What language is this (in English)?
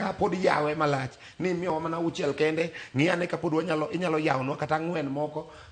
Luo (Kenya and Tanzania)